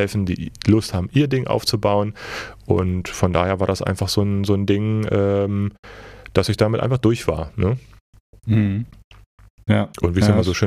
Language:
German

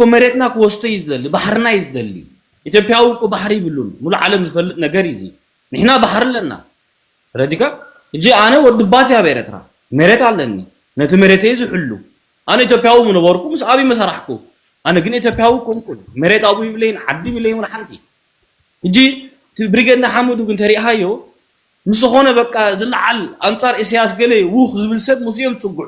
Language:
Tigrinya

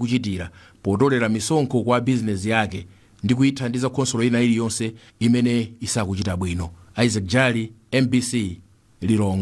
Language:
Nyanja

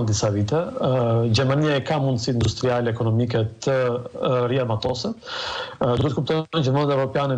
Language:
Albanian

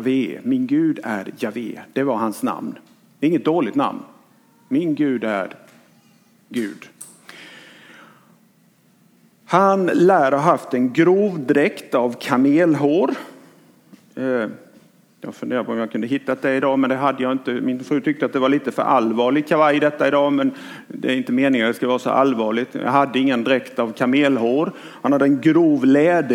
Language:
Swedish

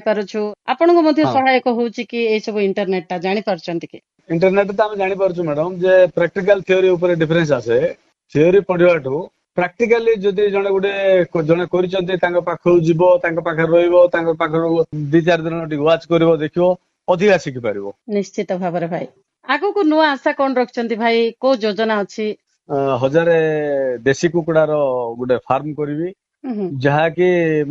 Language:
Odia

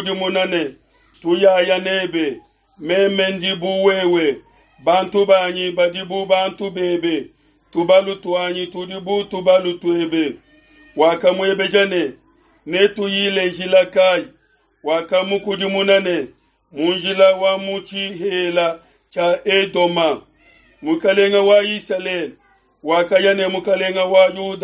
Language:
Luba-Lulua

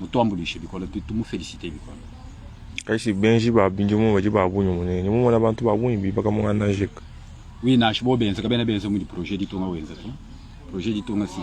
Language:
Luba-Lulua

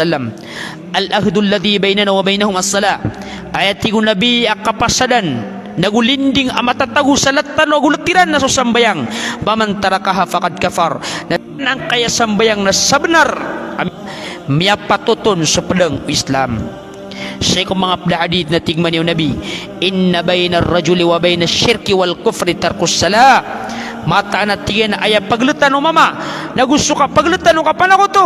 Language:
Maranao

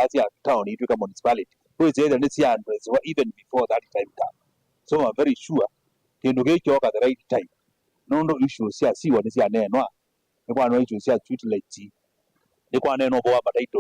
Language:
Kamba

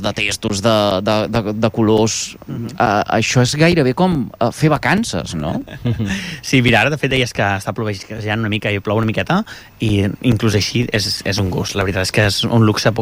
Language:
Catalan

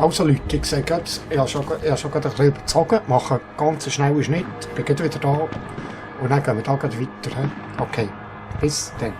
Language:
Swiss German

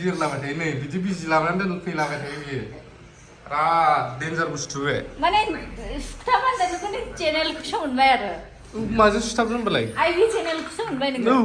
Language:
Bodo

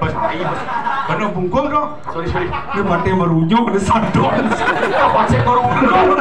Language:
Balinese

